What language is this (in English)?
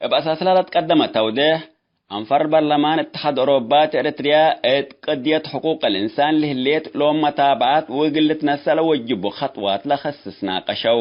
Tigre